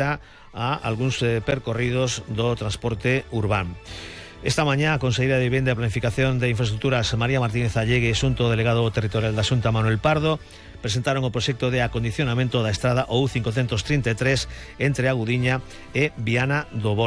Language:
Galician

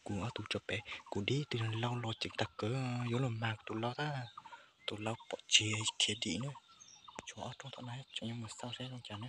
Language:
Hmong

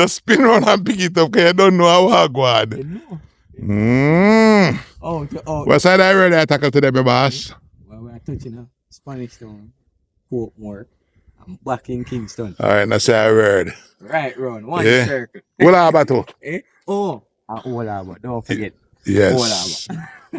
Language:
Jamaican Creole English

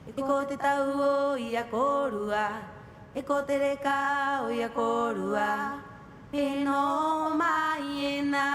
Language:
Rapanui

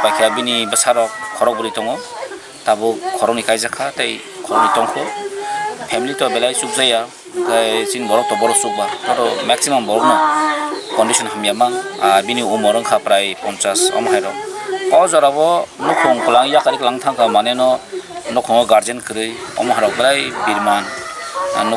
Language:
Kok Borok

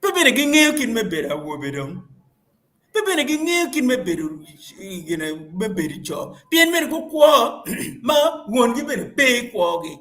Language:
Acoli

